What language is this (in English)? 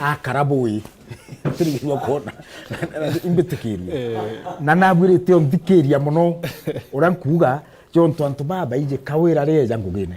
Meru